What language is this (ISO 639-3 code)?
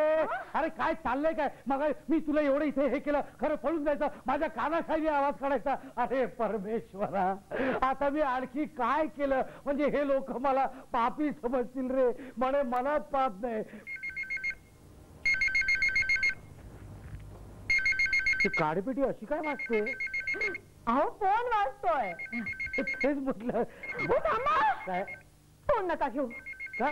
mar